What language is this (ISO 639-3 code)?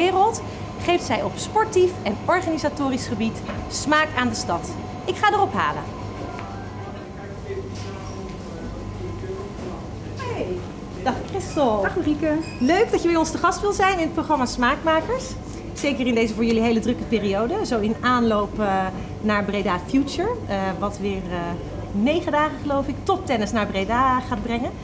nld